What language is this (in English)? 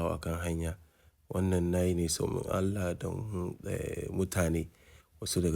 Hausa